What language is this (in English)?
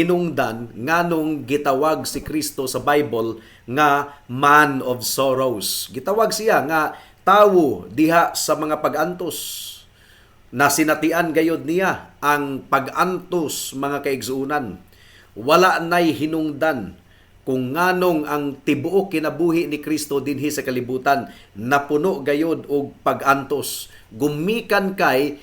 Cebuano